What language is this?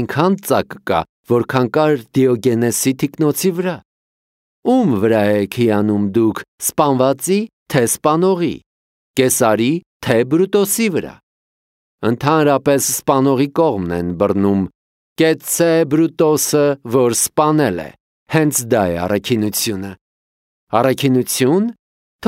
Armenian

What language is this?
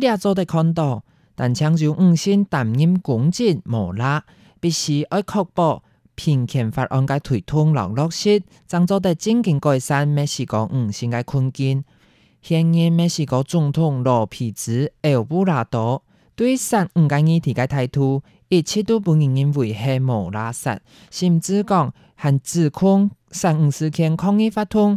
Hakka Chinese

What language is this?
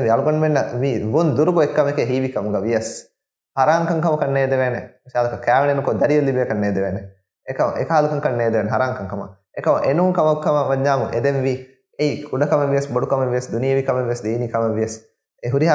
Divehi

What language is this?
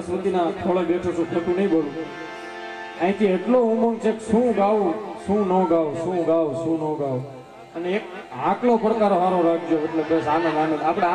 Gujarati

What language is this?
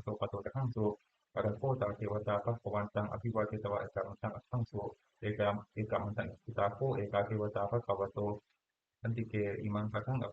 Pali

